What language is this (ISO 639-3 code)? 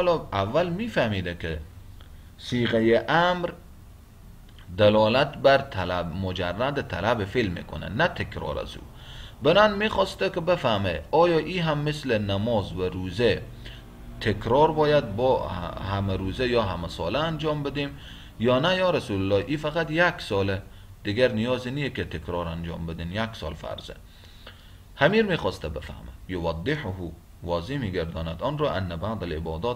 fas